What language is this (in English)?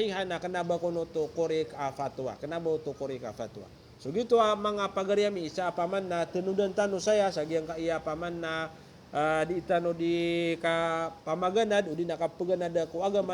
Maranao